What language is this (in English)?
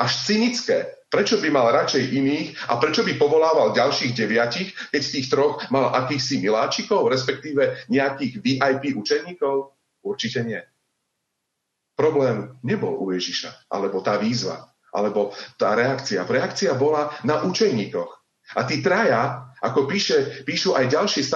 Slovak